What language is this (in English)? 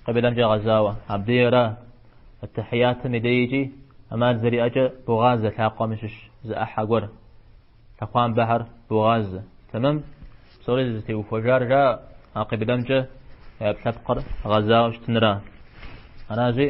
Kabardian